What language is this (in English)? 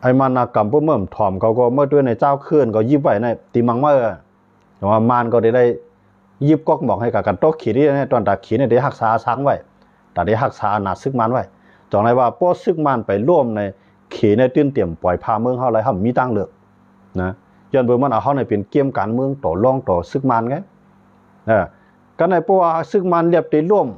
Shan